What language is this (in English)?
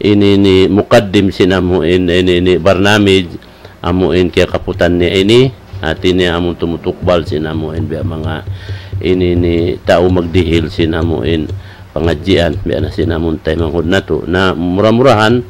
Tausug